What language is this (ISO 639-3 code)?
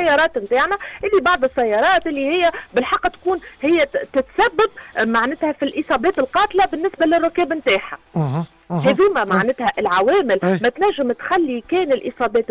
aeb